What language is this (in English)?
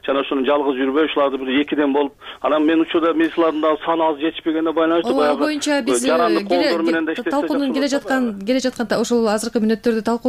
Kyrgyz